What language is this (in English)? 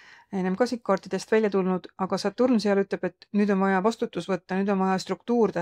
Estonian